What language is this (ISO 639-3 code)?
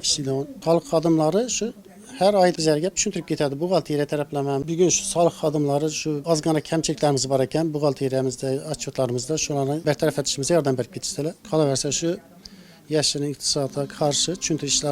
uzb